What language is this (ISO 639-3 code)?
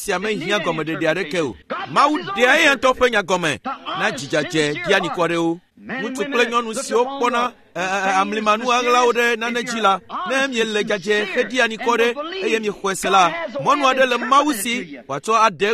ewe